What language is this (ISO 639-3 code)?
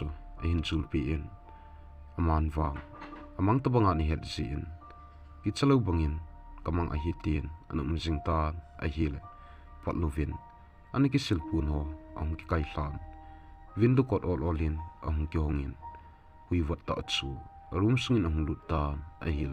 tcz